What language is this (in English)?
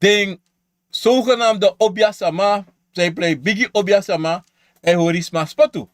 Sranan Tongo